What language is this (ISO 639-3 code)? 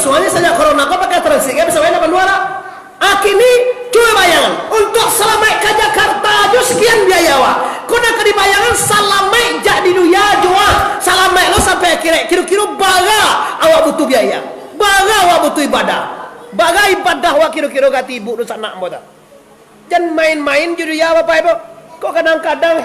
min